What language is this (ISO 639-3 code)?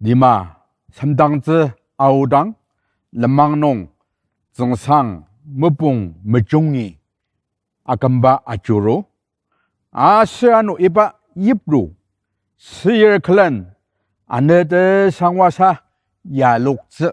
njo